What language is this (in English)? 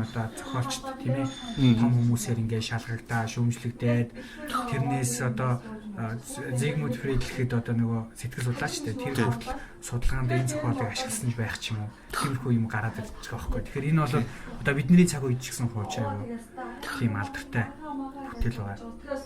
Mongolian